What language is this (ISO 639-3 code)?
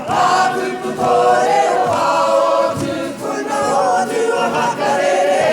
mri